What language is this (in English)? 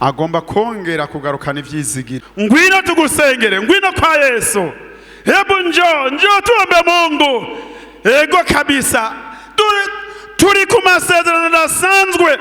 Rundi